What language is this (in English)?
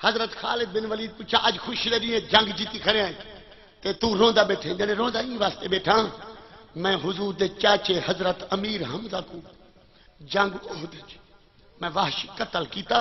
Saraiki